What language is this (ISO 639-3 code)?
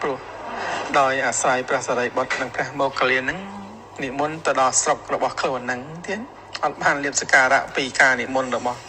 khm